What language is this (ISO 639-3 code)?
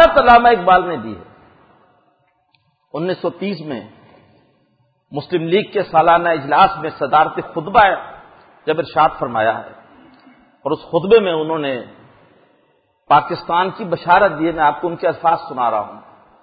urd